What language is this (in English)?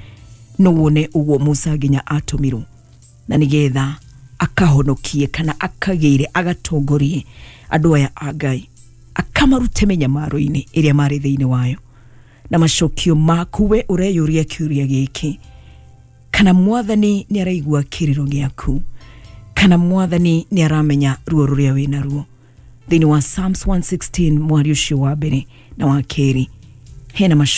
Kikuyu